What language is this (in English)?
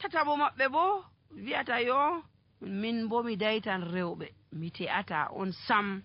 Nigerian Fulfulde